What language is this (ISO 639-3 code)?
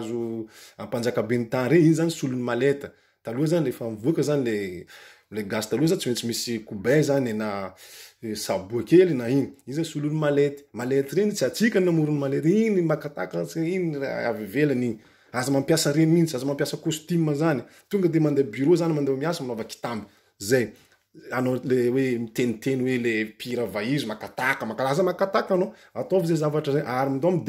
mlg